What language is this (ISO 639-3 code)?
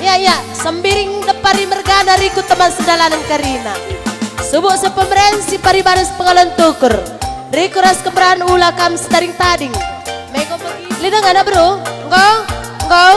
btx